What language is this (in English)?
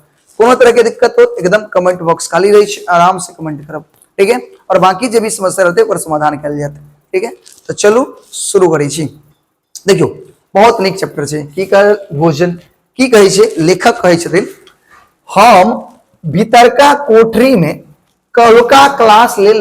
Maithili